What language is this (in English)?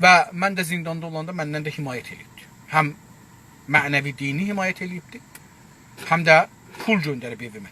South Azerbaijani